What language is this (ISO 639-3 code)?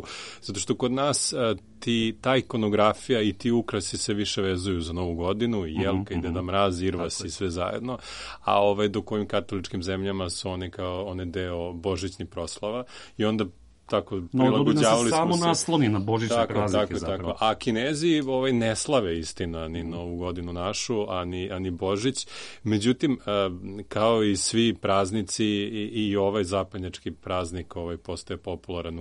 srp